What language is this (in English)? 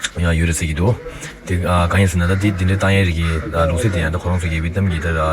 Tibetan